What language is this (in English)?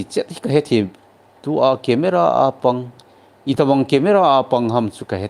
Thado Chin